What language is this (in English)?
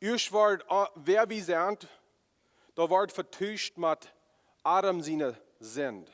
Plautdietsch